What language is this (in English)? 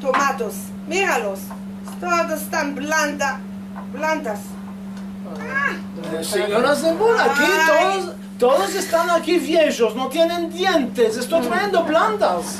Ladino